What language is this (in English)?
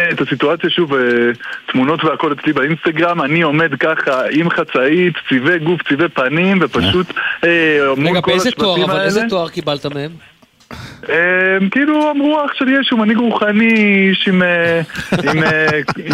Hebrew